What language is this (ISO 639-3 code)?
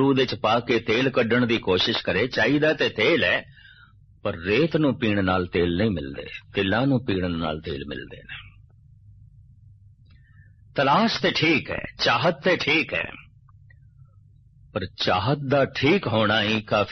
pan